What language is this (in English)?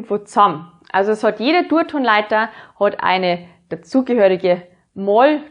Bavarian